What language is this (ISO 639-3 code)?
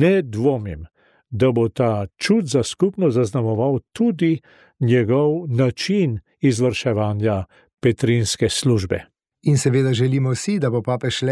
slv